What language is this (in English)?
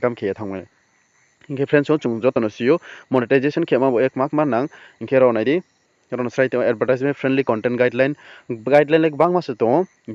Riang (India)